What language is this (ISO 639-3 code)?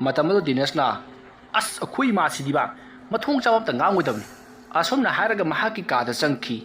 mni